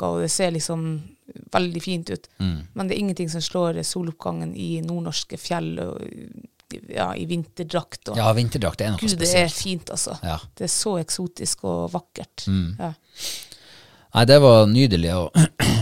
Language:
Norwegian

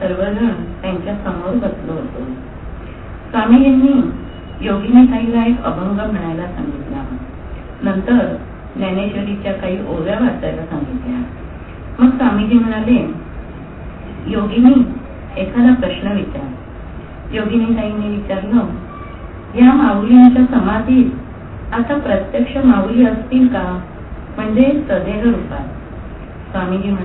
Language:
Marathi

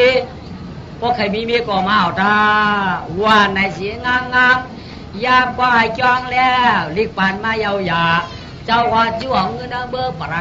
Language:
Shan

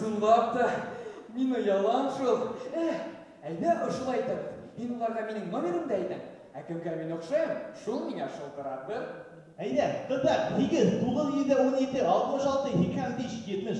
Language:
Bashkir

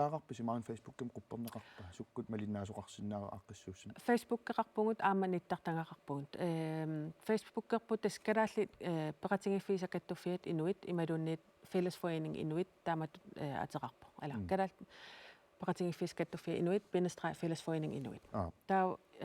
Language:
Kalaallisut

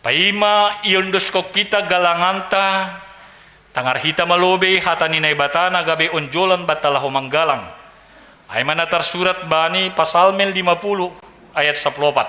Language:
Batak Simalungun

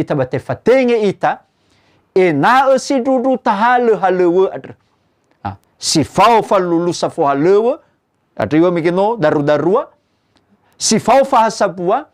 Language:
Nias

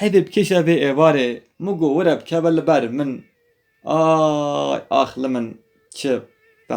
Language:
Kurdish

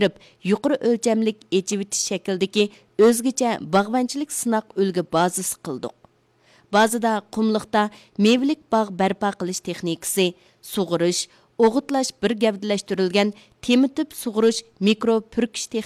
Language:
Uyghur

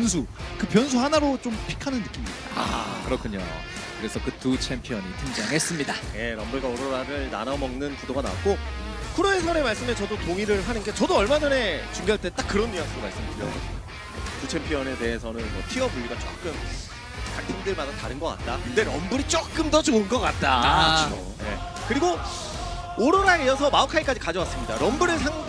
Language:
Korean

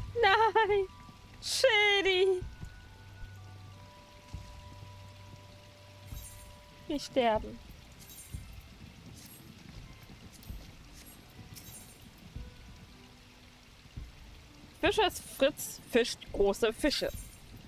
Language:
German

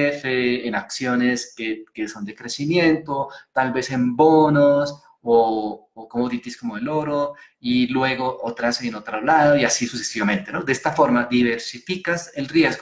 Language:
Spanish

